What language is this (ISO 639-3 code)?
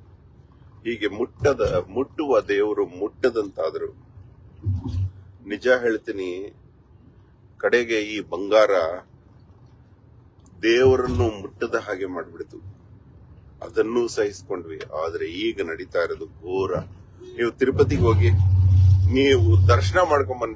kan